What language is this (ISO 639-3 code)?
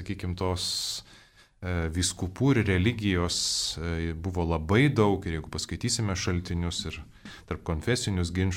lit